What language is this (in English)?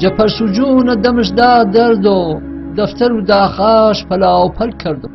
Gurani